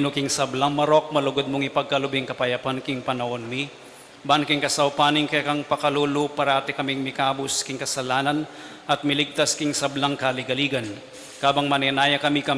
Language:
Pampanga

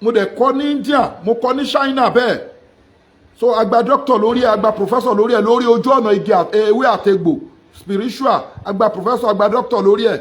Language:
Yoruba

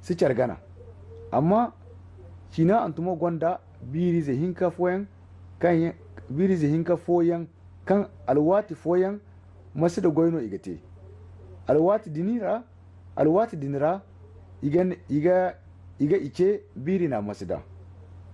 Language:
Zarma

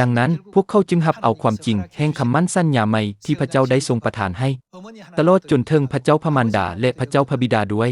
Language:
Lao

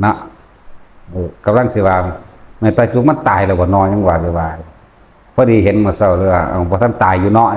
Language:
Northeastern Thai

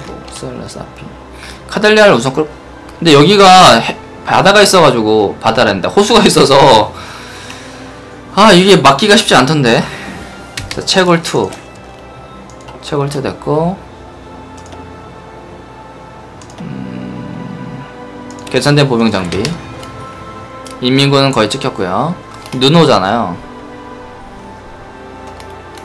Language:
Korean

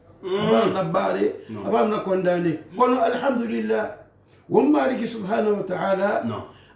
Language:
Susu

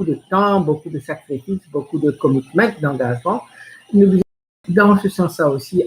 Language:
Morisyen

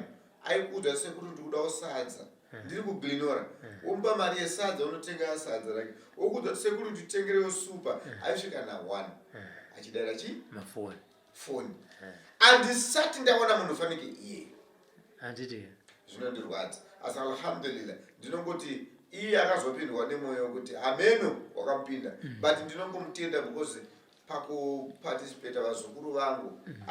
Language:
Shona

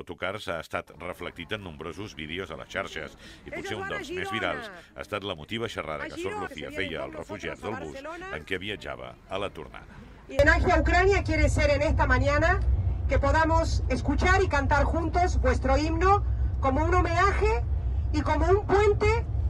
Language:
Catalan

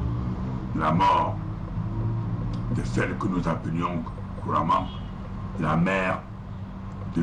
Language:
French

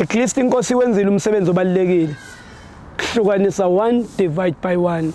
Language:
Zulu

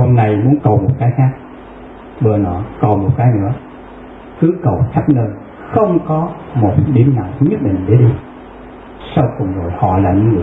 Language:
Vietnamese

